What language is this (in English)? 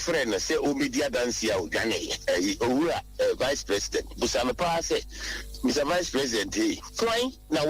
Akan